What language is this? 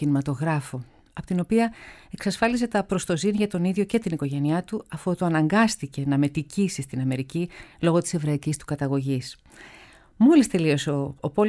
Greek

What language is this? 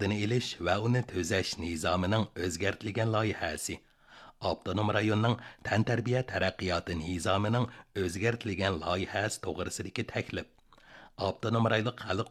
Uyghur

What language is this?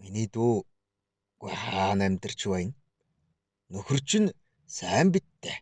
Mongolian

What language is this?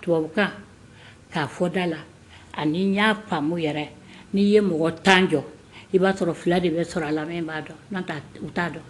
Bambara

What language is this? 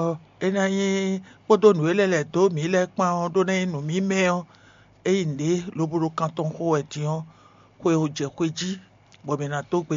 Fon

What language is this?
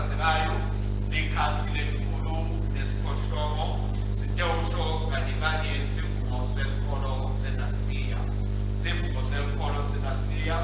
Swati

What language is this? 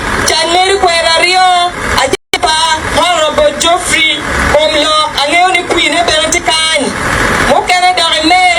Acoli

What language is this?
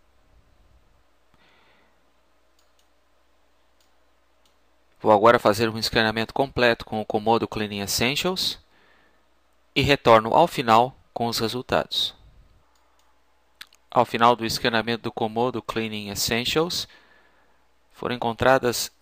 Portuguese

